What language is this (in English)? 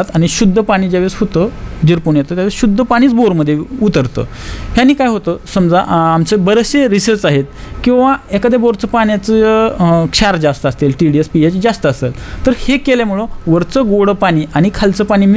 Marathi